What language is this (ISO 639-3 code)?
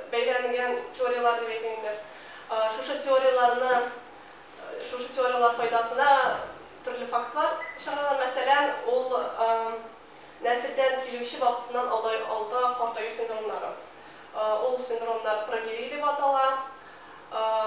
tat